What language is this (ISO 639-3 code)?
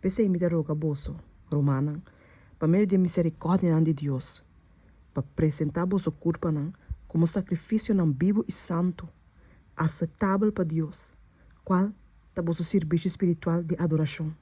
pap